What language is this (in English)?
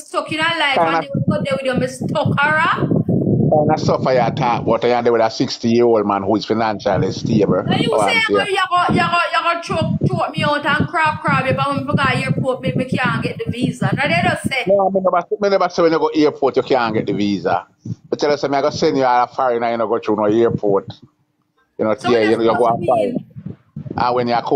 Jamaican Creole English